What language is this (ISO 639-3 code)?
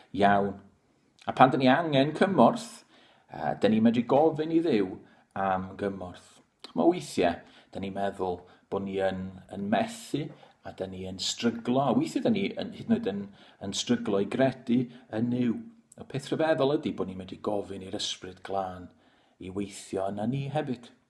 cym